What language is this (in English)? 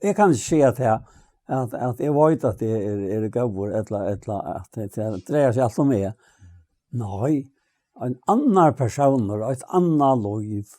Faroese